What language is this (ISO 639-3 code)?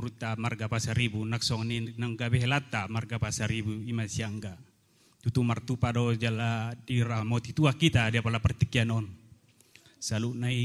bbc